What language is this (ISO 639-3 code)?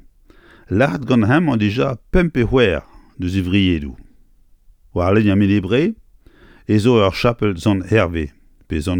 bre